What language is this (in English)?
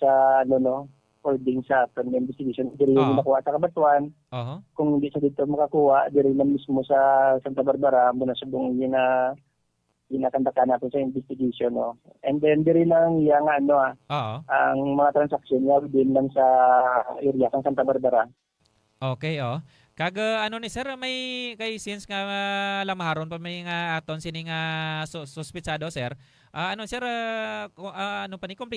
Hiligaynon